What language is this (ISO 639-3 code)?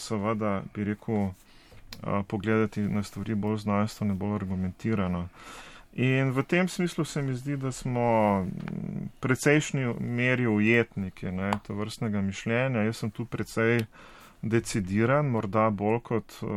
slv